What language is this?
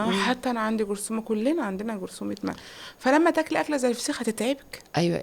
Egyptian Arabic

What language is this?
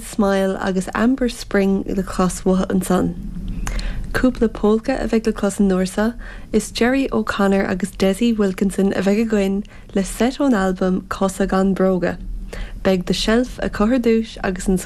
Irish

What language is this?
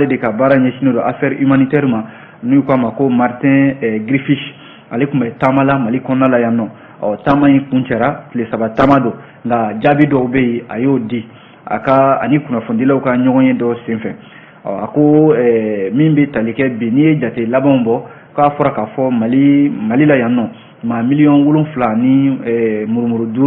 Bambara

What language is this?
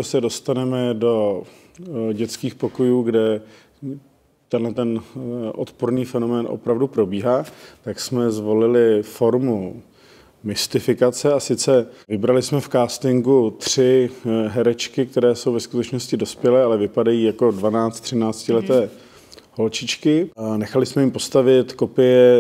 Czech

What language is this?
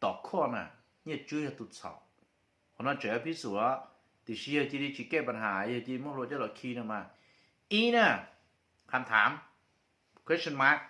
Hmong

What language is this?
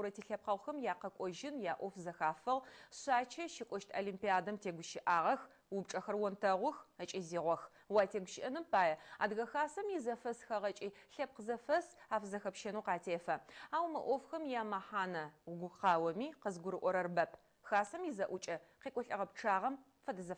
Adyghe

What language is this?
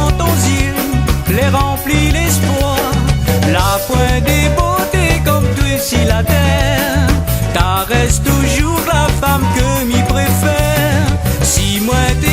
Réunion Creole French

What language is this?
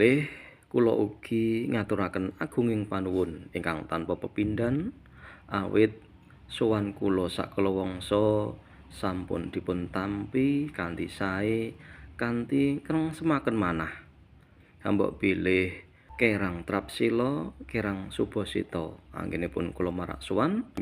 Javanese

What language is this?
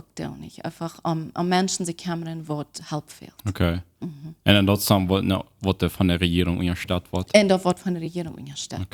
Plautdietsch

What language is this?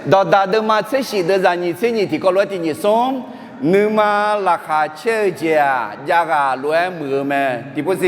Akha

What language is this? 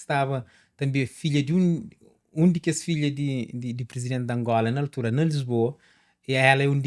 Kabuverdianu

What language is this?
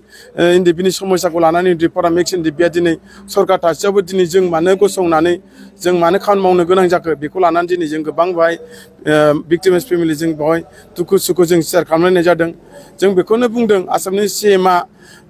Bodo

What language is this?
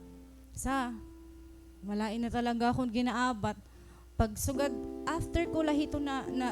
Waray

